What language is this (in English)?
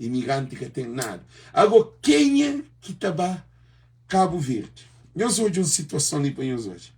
Kabuverdianu